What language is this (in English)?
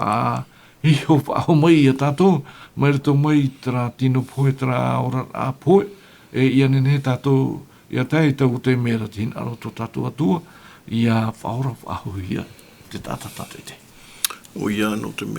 Tahitian